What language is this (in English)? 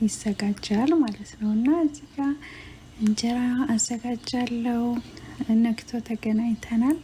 Amharic